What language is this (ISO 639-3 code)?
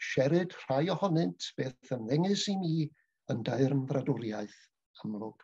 cym